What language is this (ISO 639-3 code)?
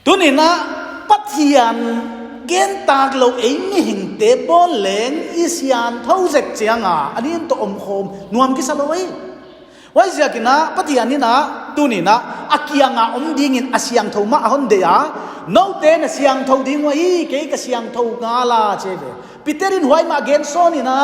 pck